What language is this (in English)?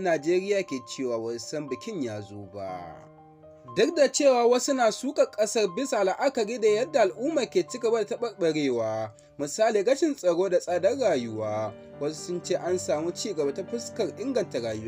Hausa